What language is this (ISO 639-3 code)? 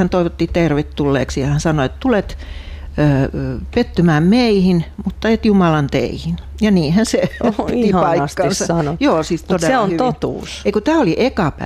fin